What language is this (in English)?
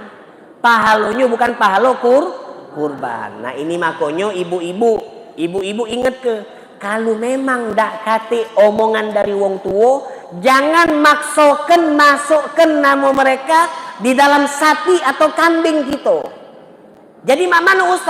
Musi